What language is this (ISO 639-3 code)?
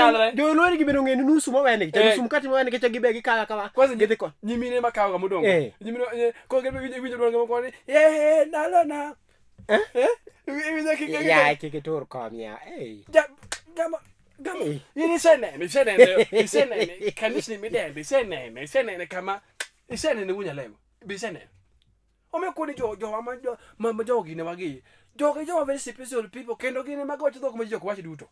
luo